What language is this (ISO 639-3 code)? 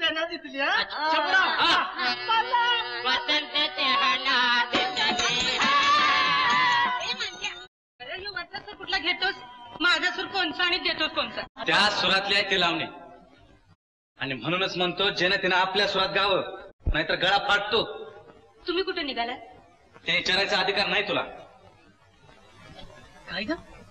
mar